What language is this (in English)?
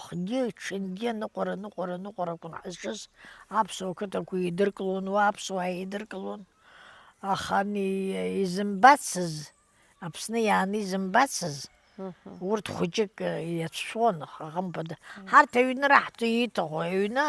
Abkhazian